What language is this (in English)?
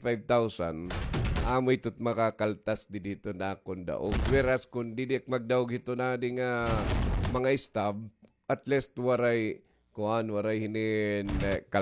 Waray